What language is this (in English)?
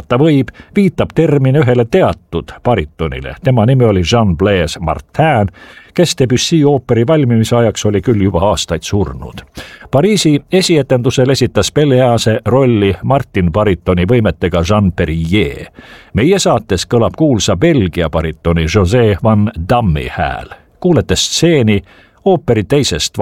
Estonian